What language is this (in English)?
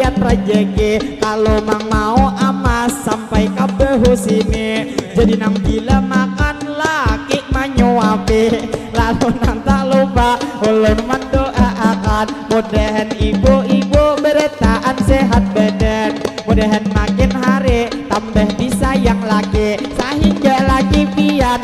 Banjar